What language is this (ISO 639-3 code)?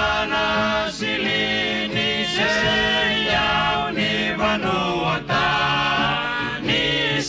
fij